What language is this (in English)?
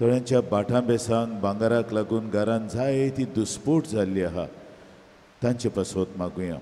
Konkani